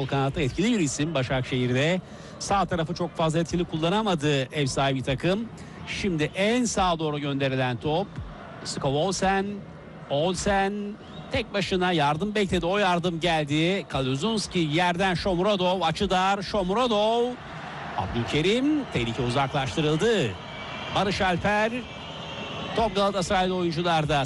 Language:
Turkish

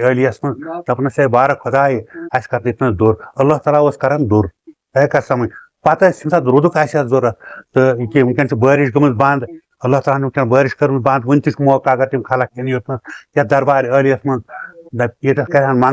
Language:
Kashmiri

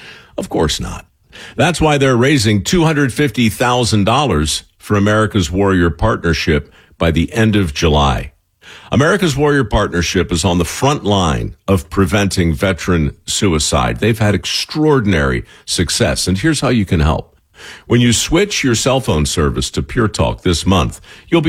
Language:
English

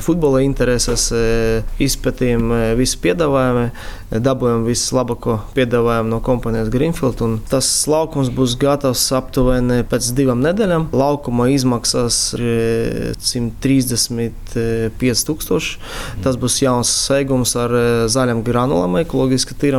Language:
Latvian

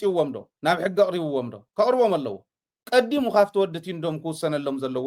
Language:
Tigrinya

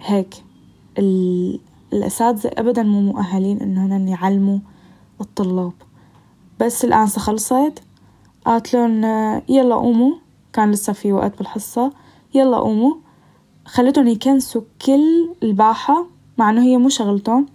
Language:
North Levantine Arabic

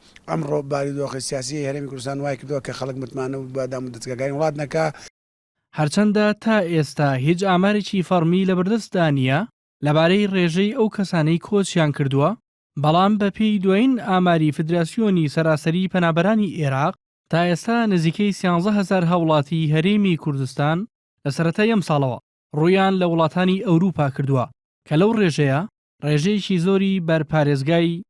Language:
Central Kurdish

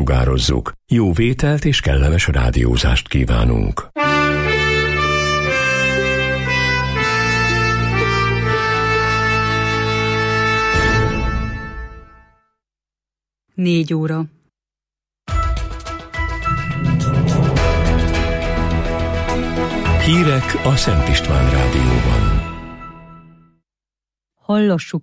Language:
Hungarian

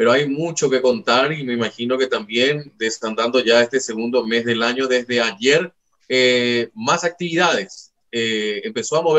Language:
Spanish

